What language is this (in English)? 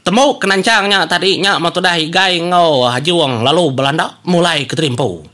Iban